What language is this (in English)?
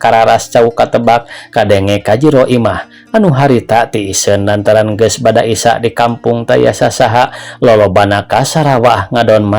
Sundanese